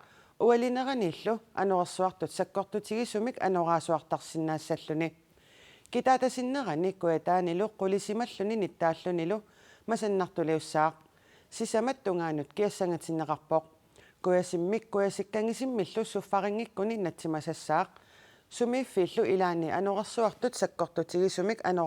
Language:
Kalaallisut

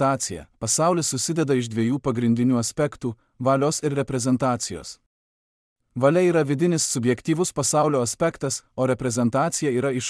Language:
Lithuanian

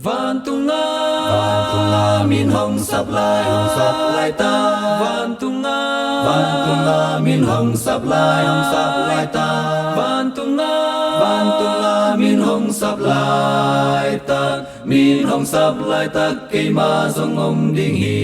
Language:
Tedim Chin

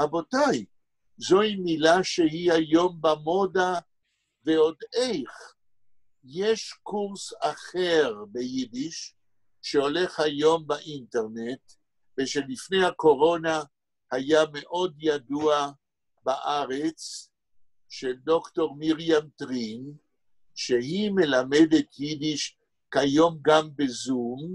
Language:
Yiddish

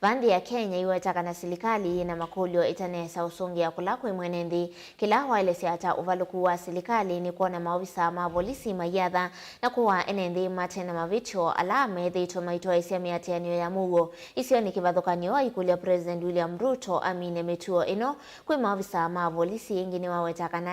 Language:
Kamba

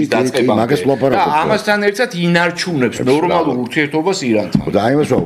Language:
Georgian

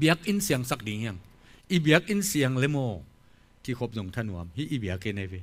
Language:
Tedim Chin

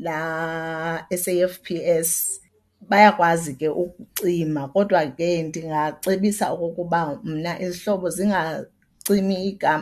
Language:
Xhosa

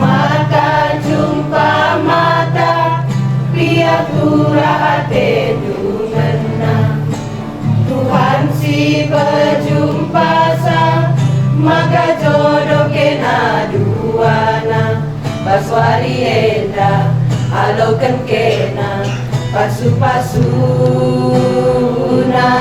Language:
Batak Karo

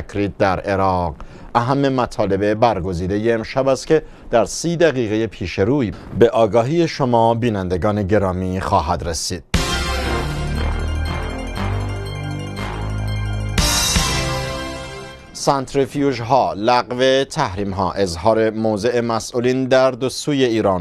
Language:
Persian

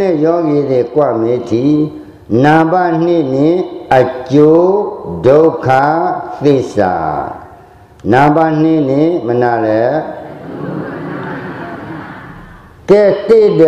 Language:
Burmese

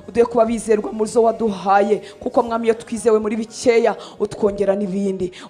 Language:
Kinyarwanda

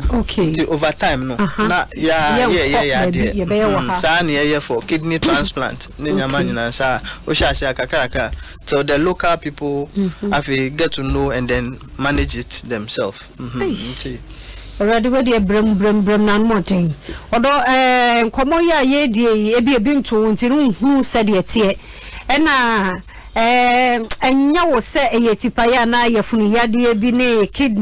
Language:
Akan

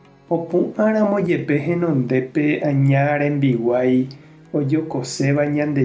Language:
Guarani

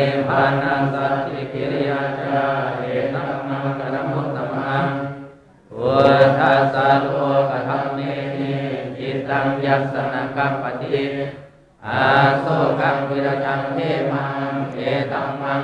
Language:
Pali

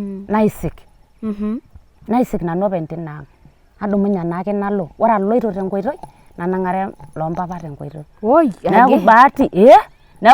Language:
Masai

